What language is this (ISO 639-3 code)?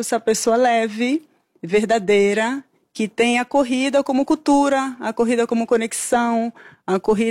por